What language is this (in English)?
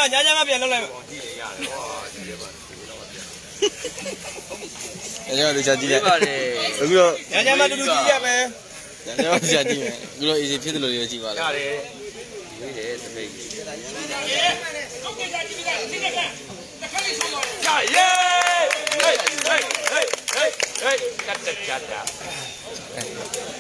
Burmese